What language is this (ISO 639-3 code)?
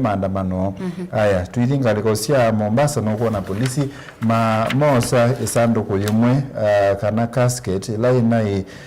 kam